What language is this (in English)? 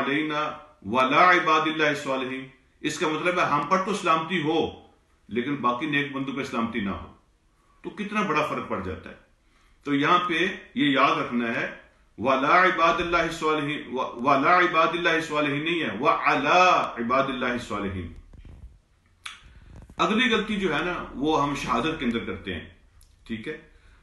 Urdu